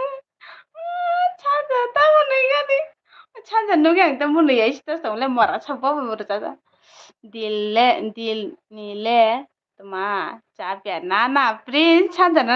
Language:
Kok Borok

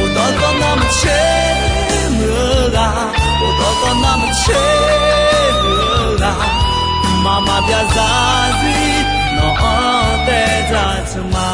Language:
Akha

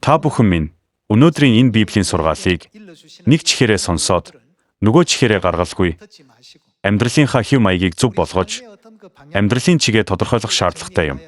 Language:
Mongolian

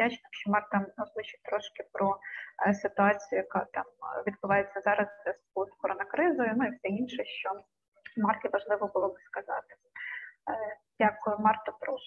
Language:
Ukrainian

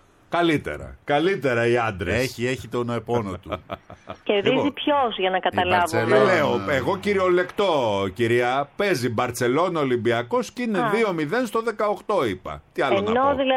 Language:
Greek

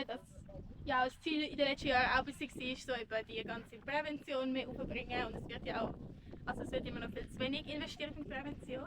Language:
Swiss German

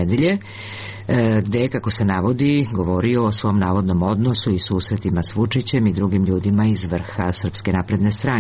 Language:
Serbian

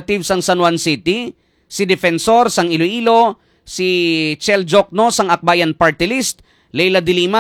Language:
Hiligaynon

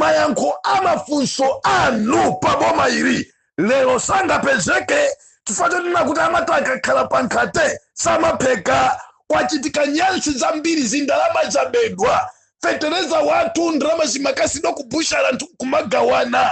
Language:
Nyanja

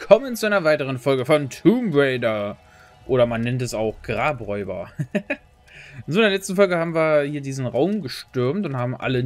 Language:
German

